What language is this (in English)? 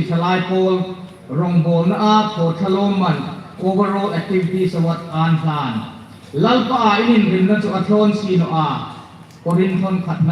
Hmar